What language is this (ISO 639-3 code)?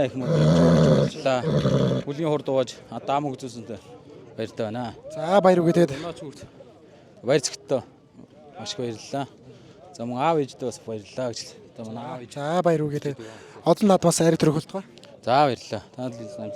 mon